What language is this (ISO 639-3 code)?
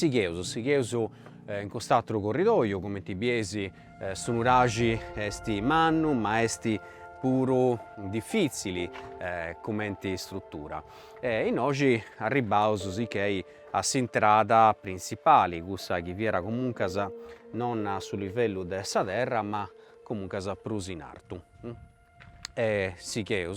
srd